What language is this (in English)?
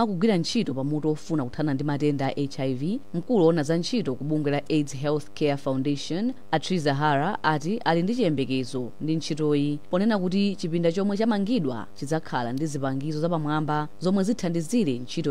Nyanja